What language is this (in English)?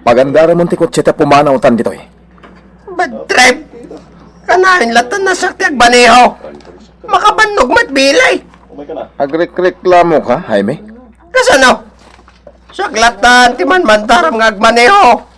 Iloko